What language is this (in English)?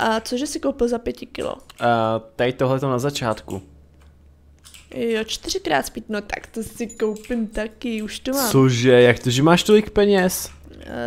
Czech